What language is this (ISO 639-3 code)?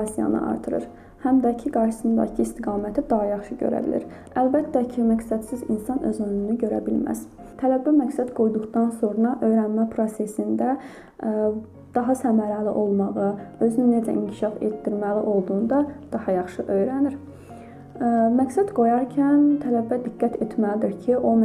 aze